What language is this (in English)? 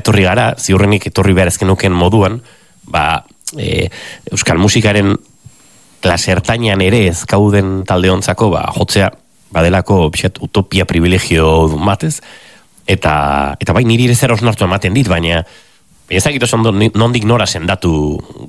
Basque